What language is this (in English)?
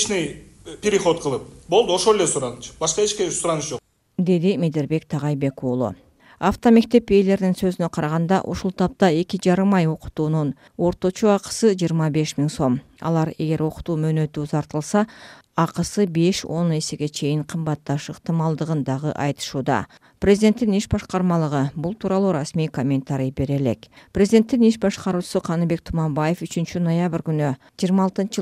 Kyrgyz